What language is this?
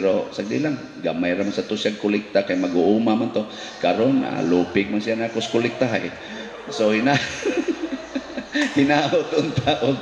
Cebuano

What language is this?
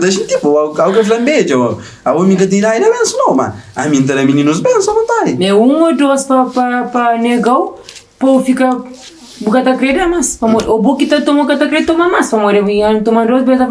Kabuverdianu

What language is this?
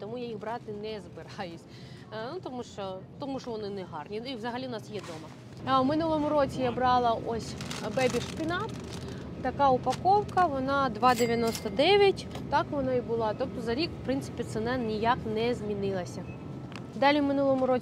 Ukrainian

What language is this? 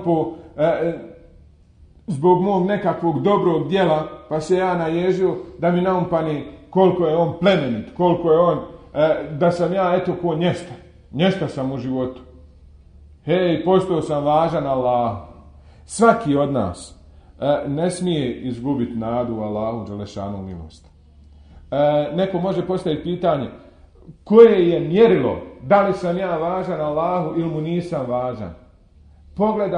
Bosnian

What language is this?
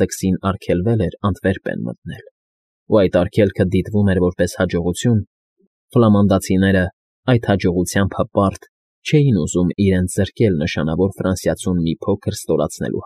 Armenian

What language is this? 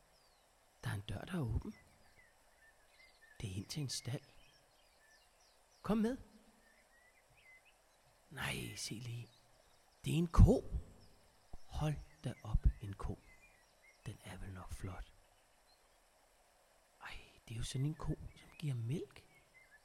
Danish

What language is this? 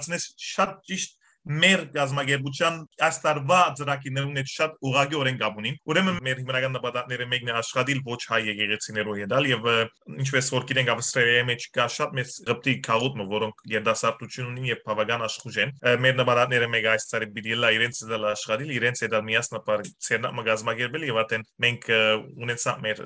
Western Armenian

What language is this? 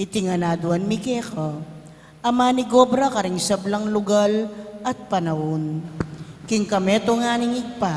Pampanga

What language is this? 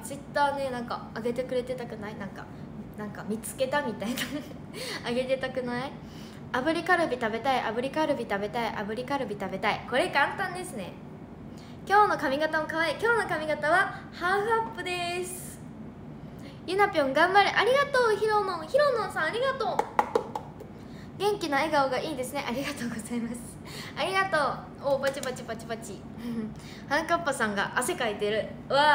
Japanese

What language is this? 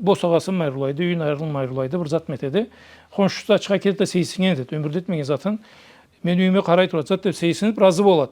Karachay-Balkar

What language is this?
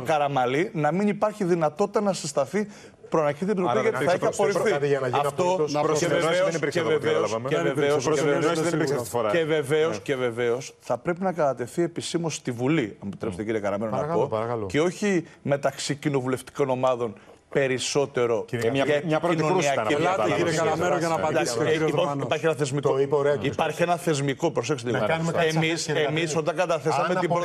Greek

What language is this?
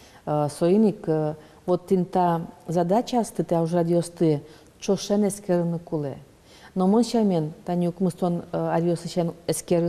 Udmurt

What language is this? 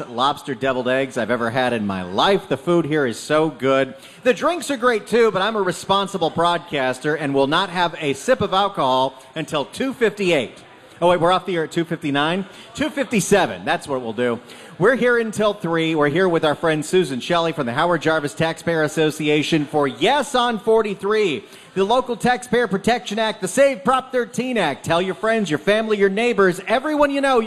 English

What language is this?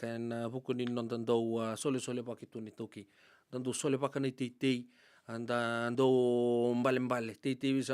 Fijian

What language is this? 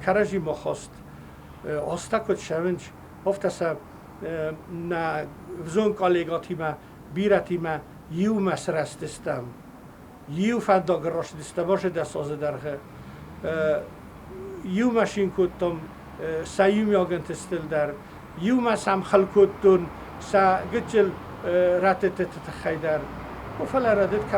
Ossetic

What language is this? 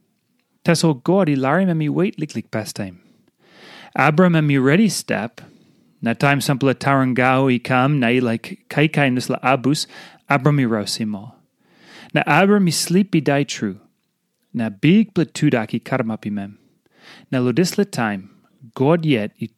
Tok Pisin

